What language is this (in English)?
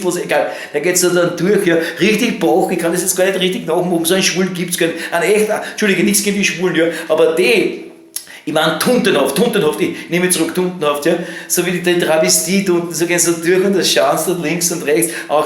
Bavarian